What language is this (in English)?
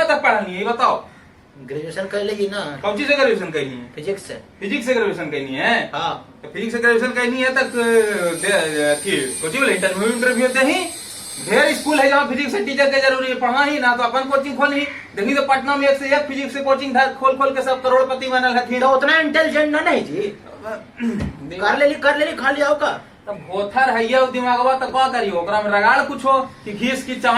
Magahi